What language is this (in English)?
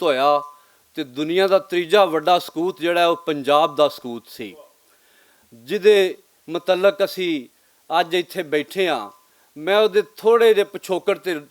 Western Panjabi